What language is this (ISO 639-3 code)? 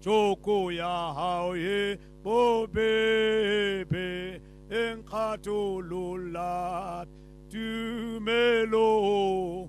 tsn